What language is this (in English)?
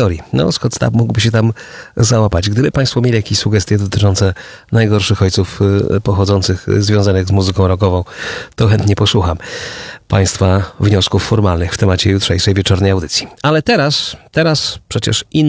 Polish